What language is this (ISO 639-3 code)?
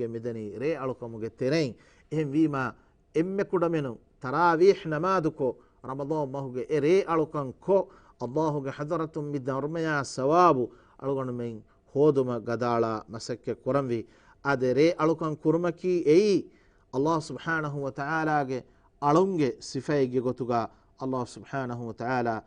div